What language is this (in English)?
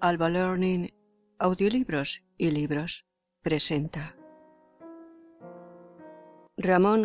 Spanish